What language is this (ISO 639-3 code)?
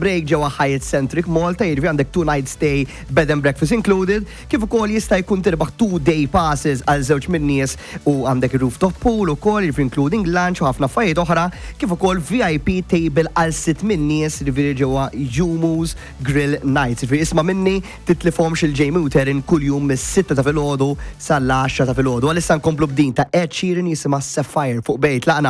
mlt